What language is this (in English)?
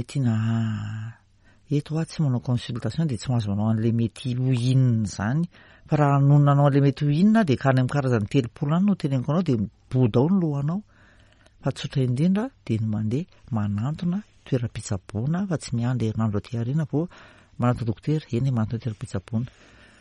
Malagasy